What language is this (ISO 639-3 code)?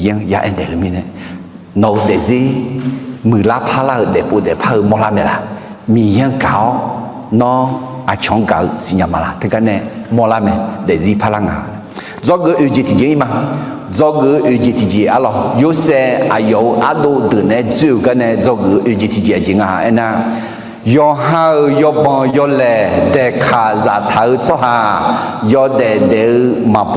ahk